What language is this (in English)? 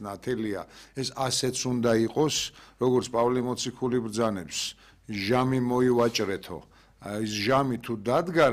Georgian